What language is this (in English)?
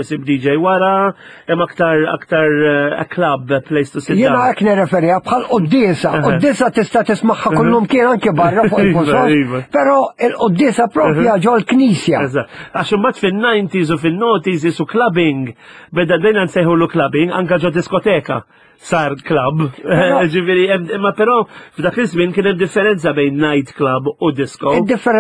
Maltese